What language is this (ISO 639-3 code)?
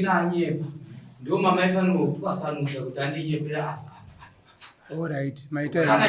sna